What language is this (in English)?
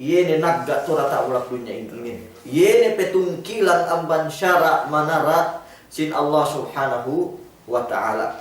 Yakan